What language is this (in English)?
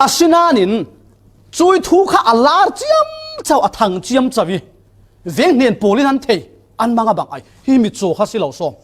Falam Chin